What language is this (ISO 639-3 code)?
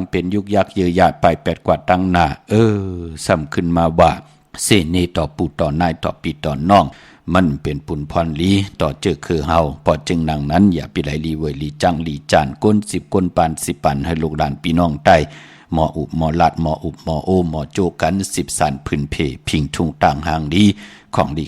shn